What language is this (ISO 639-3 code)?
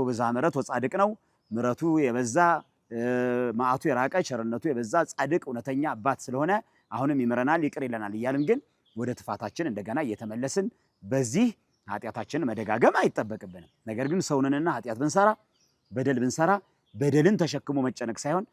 amh